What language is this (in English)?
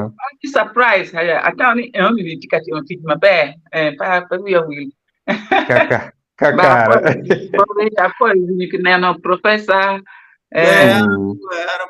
Acoli